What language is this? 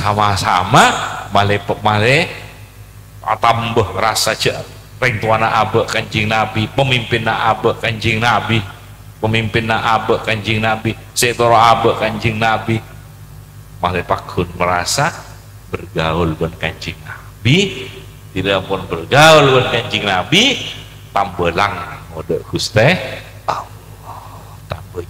Madurese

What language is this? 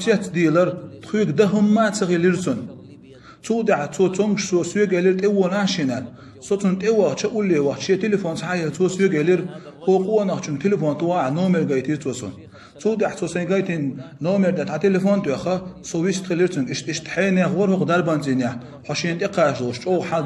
Chechen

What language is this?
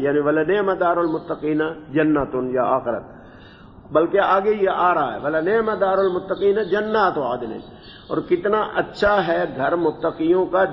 Urdu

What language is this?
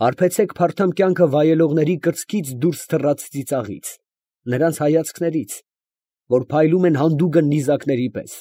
Armenian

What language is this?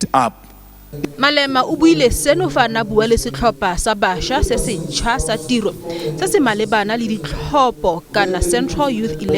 Tswana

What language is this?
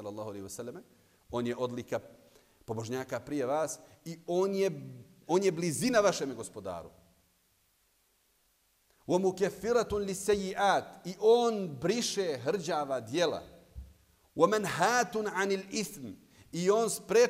Bosnian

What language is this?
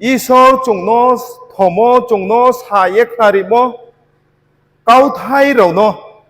Riang (India)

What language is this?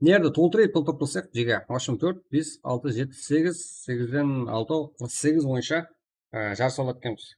Kara-Kalpak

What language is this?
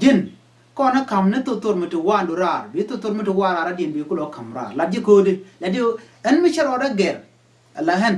Nuer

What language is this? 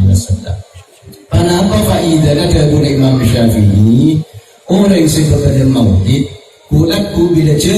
Madurese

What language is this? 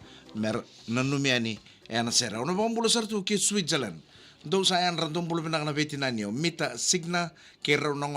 Fijian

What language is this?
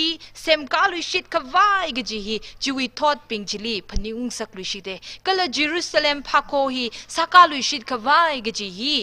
Tangkhul Naga (India)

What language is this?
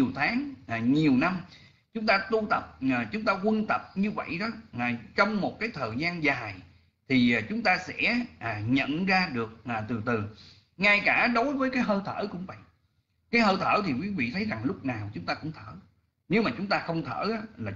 Vietnamese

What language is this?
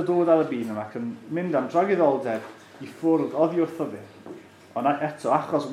Welsh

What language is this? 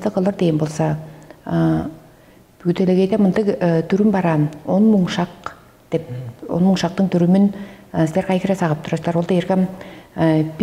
Tuvinian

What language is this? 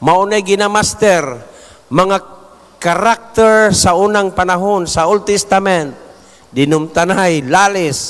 Cebuano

